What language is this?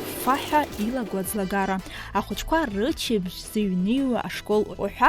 Abkhazian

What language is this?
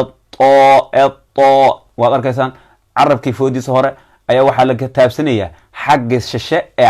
Somali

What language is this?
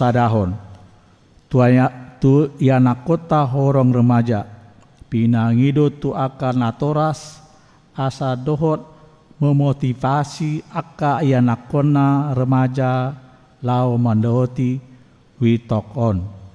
Batak Toba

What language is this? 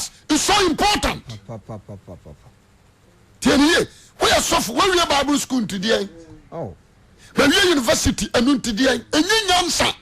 Akan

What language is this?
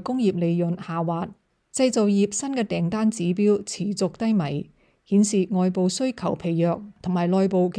Cantonese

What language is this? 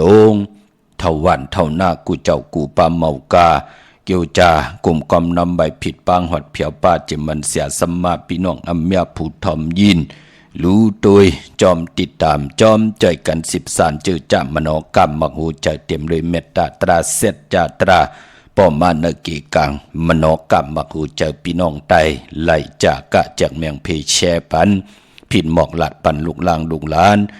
Shan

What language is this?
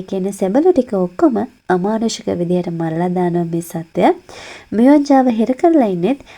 Sinhala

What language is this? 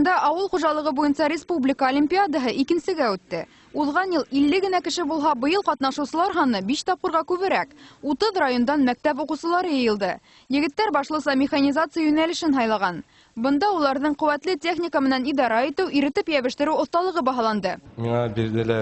Bashkir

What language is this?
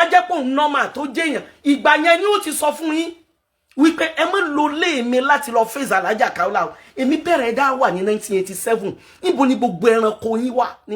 Yoruba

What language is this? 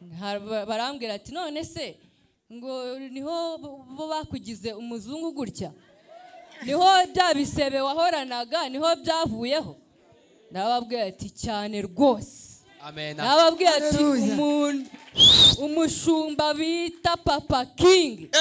Kinyarwanda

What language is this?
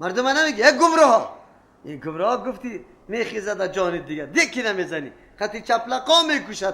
Persian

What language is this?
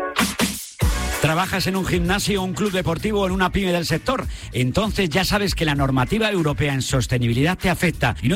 Spanish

